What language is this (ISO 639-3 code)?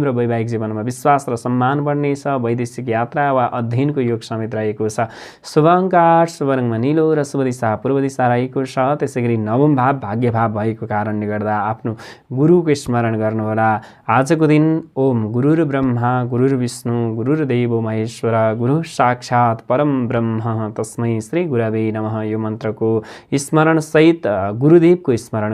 nep